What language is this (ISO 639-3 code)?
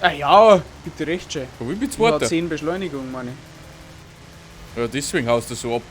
bar